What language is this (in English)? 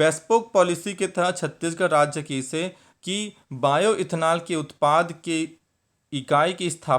Chhattisgarhi